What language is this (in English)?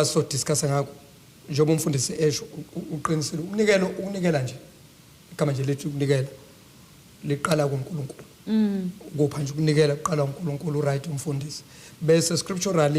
Zulu